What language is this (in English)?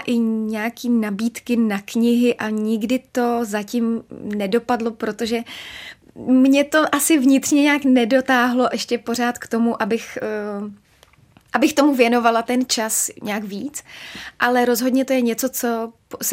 Czech